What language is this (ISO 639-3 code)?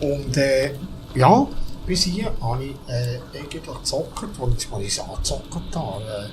gsw